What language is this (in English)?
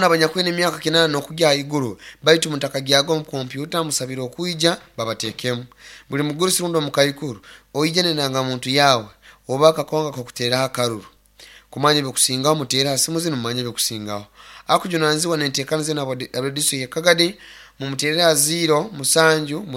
Nyoro